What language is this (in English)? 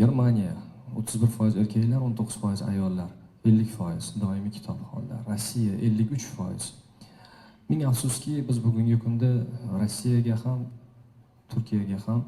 Uzbek